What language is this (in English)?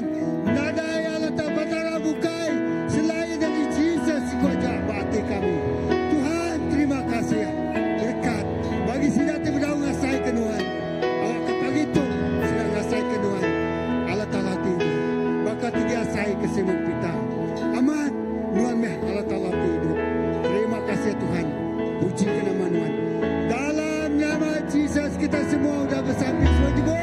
Iban